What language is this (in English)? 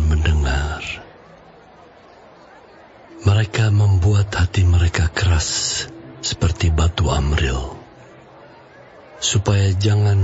Indonesian